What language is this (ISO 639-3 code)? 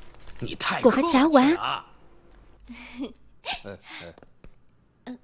vie